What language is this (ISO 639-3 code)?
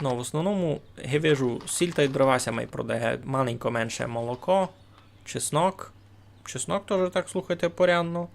rue